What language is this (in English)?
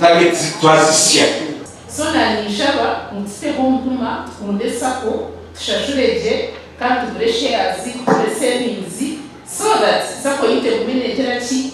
Nyankole